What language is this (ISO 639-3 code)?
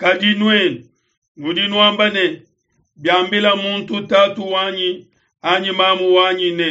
lua